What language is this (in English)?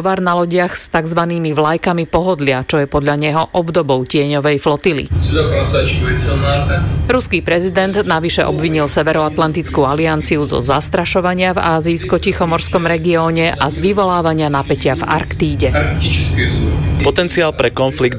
Slovak